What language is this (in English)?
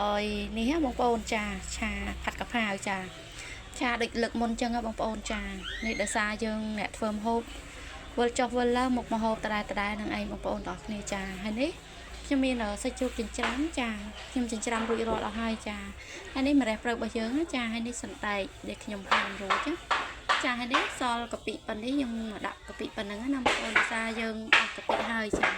Khmer